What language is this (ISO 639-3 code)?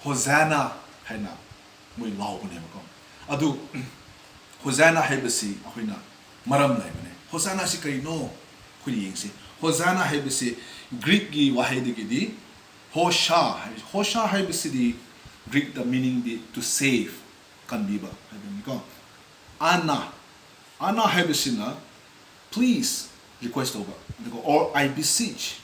mni